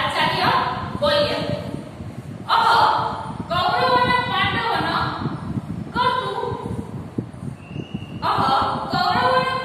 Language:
Gujarati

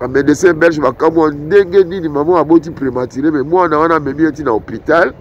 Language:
Lingala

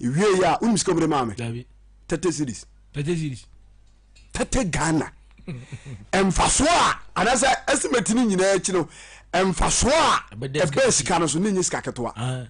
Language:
Akan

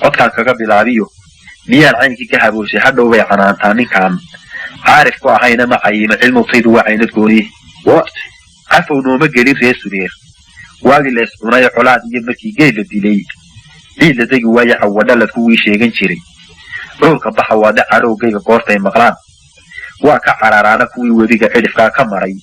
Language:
Somali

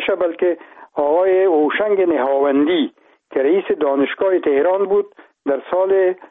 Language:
Persian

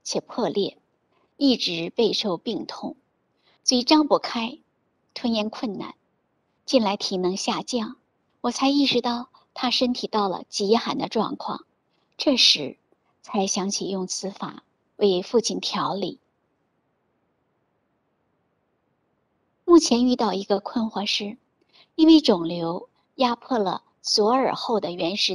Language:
Chinese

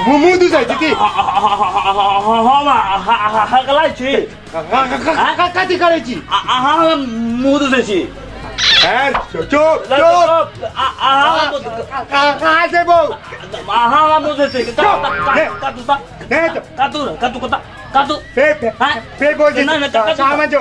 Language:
Maithili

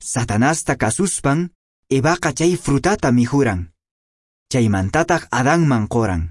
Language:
Quechua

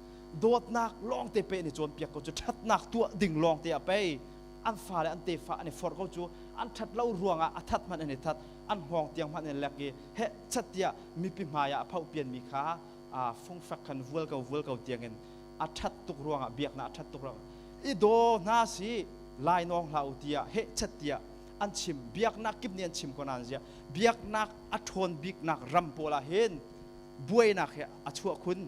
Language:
Hakha Chin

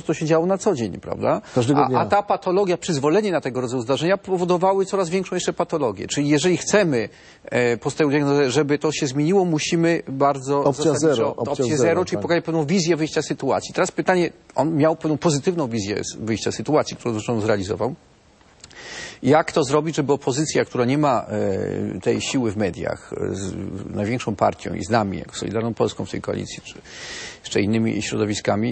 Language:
Polish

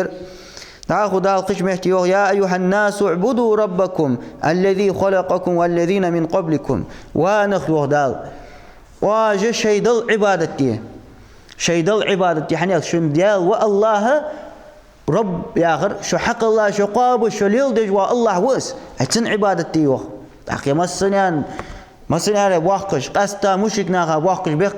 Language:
Ingush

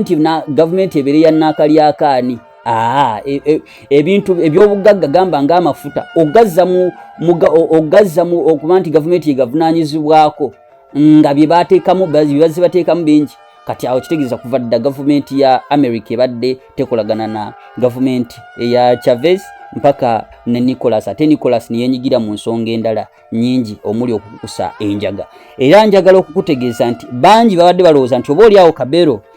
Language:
Ganda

